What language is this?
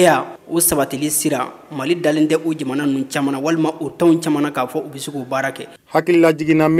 Bambara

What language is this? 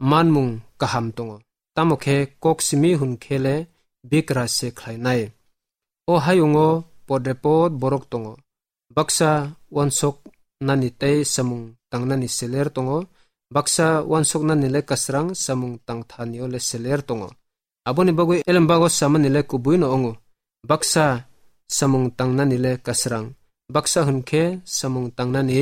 Kok Borok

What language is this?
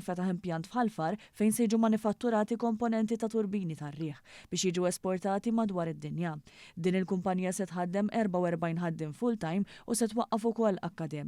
Maltese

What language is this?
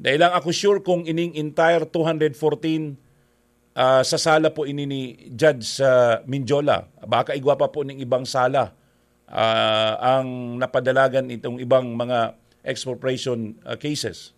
Bikol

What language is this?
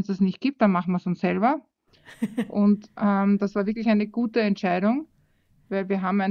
German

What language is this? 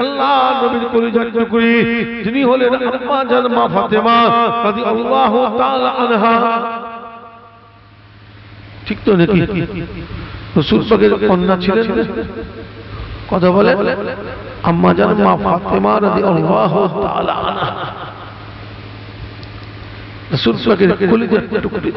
Bangla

